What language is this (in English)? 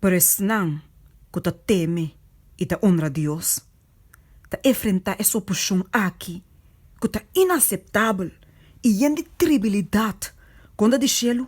Papiamento